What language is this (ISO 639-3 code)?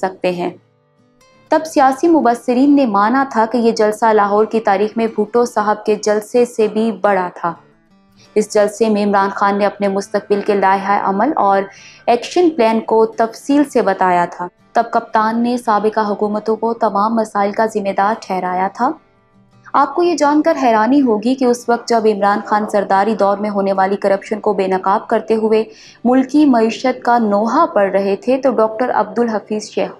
urd